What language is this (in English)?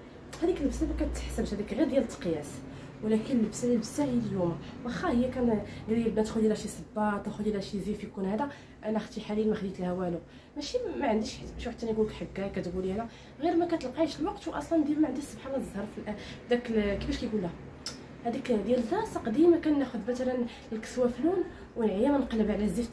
Moroccan Arabic